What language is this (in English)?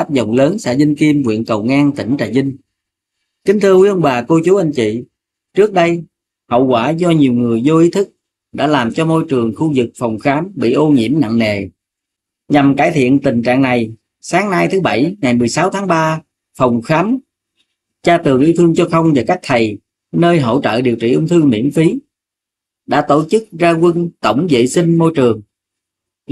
Vietnamese